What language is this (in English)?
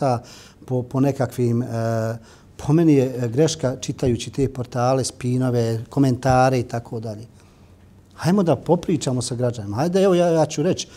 Bosnian